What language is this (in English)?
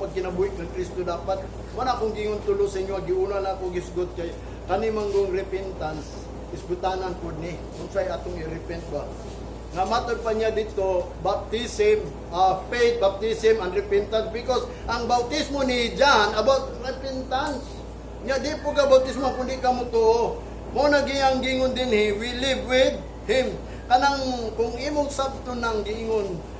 Cebuano